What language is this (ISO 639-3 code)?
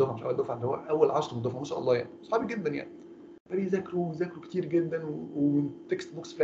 arz